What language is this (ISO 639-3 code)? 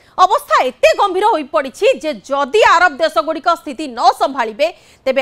ori